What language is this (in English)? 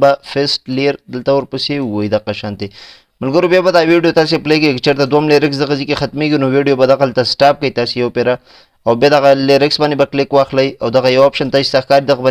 Pashto